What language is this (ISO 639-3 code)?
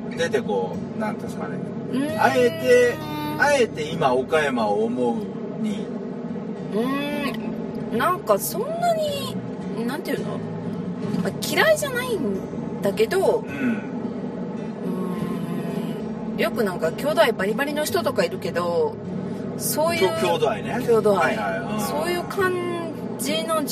jpn